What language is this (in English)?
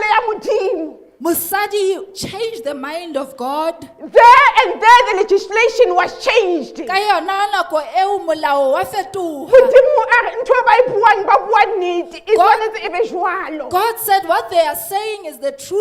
Southern Sotho